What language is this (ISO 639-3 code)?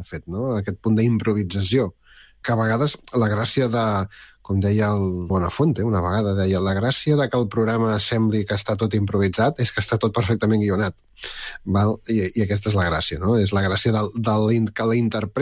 cat